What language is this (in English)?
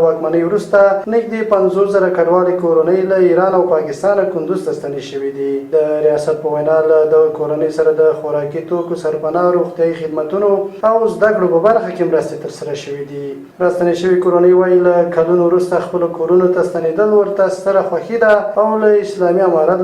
Pashto